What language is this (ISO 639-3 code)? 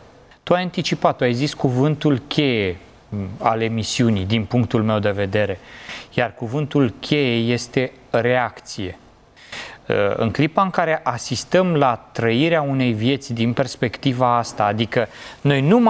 ron